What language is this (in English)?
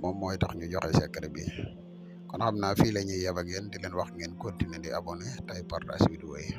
Wolof